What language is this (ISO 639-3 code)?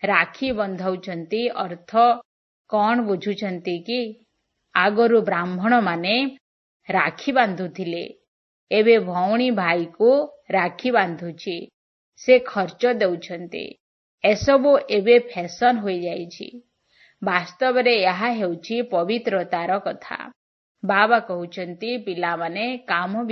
ori